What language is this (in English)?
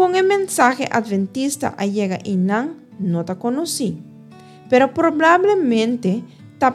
Papiamento